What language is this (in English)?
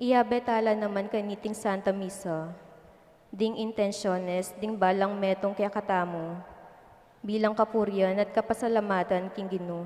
Pampanga